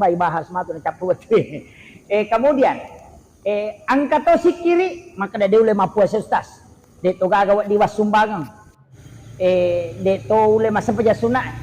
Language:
Buginese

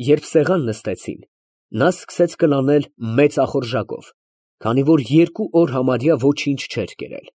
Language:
Armenian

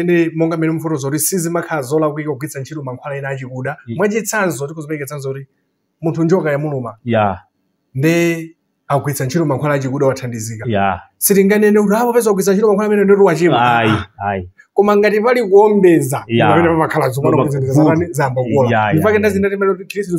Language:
Nyanja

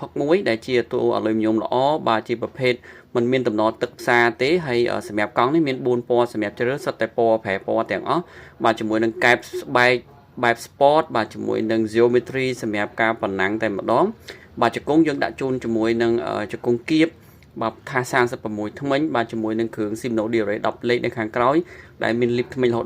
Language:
Khmer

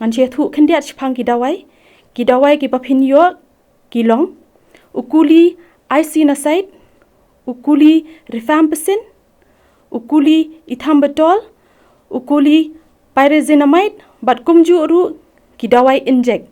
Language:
Khasi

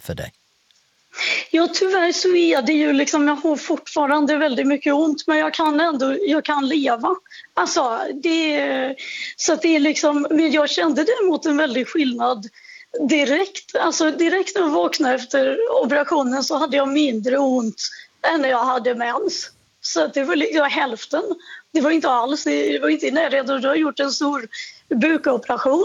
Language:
Swedish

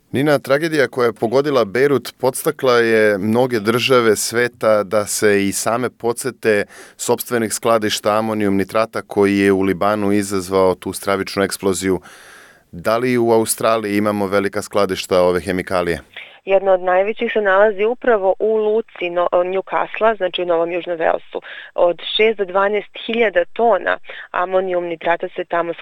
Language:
Serbian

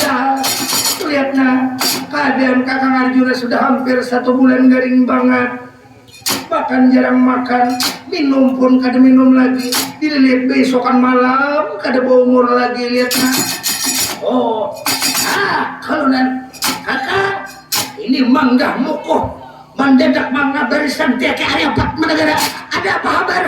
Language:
Banjar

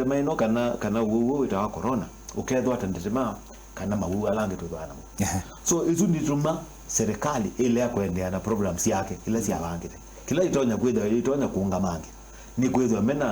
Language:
Kamba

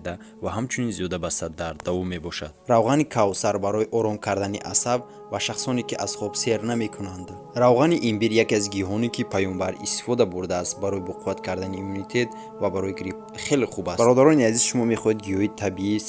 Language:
Tajik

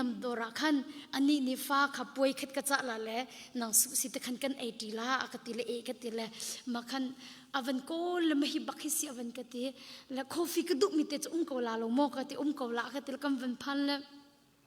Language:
Hakha Chin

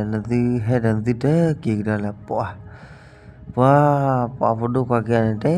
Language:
S'gaw Karen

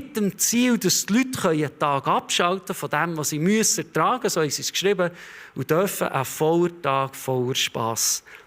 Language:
Swiss German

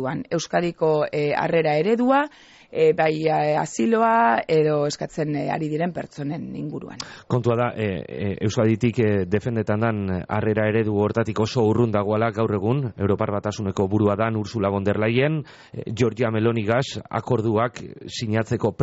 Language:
Basque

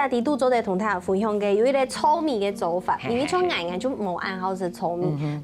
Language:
Hakka Chinese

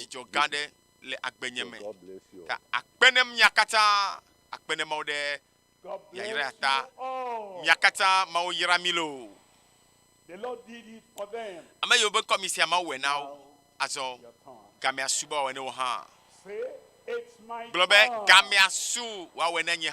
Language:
Ewe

